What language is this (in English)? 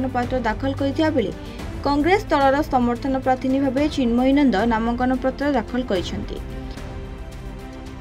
Odia